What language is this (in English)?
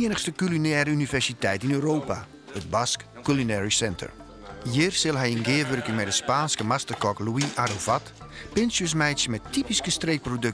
Western Frisian